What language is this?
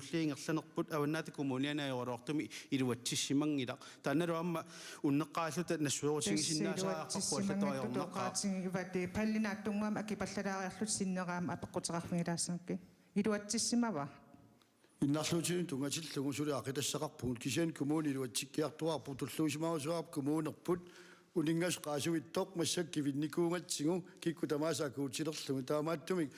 Kalaallisut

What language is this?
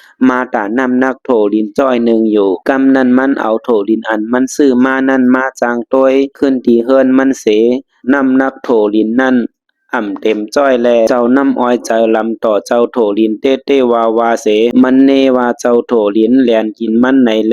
Shan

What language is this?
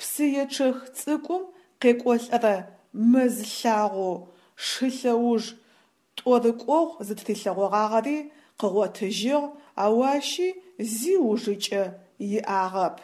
Adyghe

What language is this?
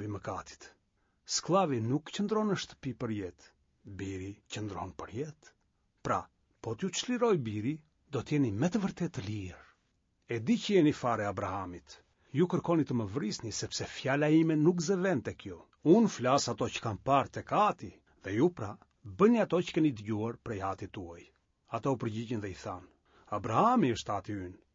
Albanian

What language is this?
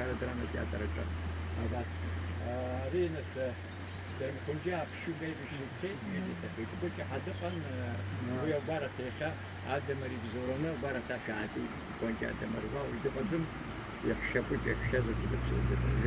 Abkhazian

